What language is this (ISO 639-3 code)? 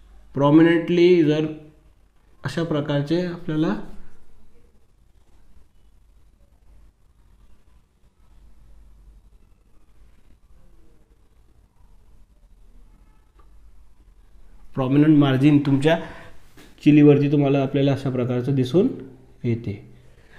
mar